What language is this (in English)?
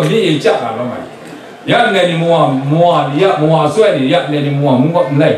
Kachin